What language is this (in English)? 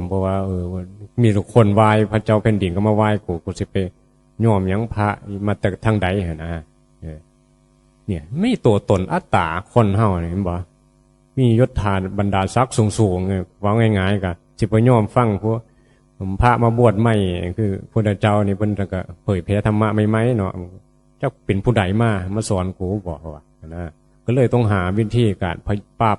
Northeastern Thai